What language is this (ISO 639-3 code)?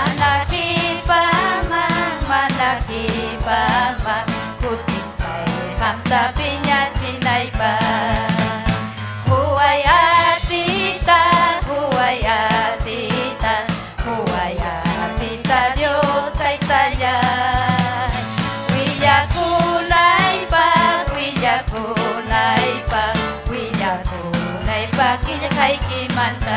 quy